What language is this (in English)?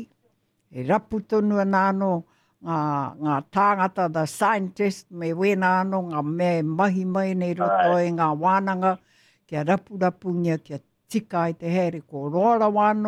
Māori